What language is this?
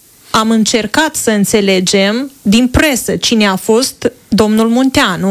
Romanian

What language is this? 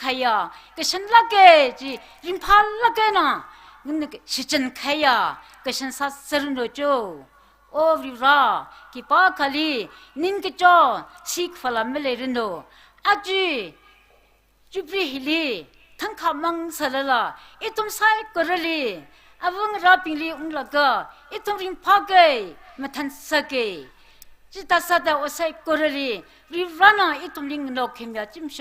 Tangkhul Naga (India)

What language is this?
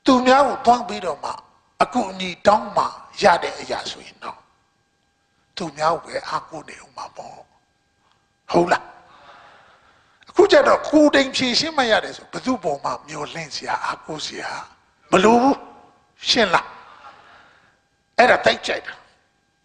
Burmese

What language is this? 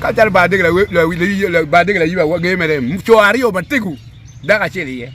Acoli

